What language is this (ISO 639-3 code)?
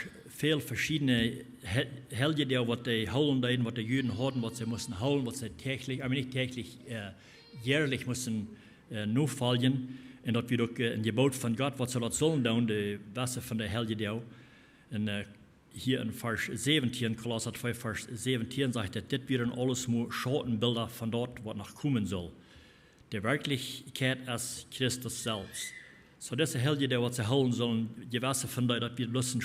pdt